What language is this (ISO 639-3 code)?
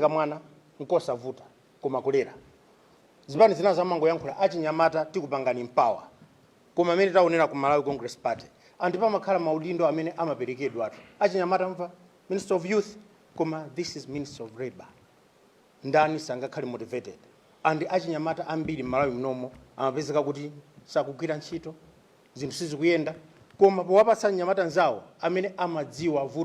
nya